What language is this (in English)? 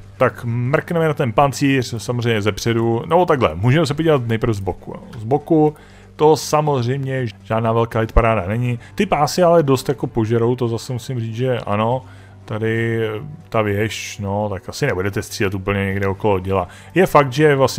Czech